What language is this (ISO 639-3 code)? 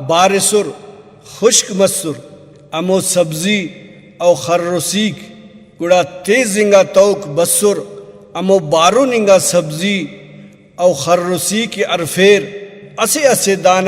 brh